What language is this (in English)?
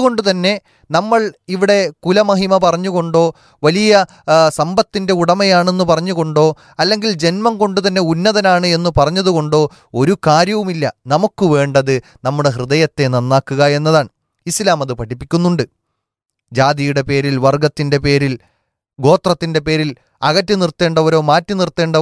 Malayalam